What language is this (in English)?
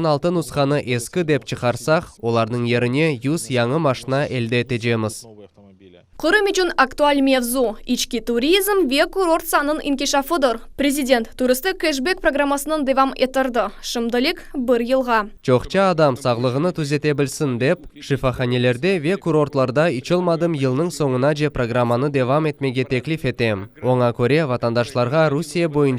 Crimean Tatar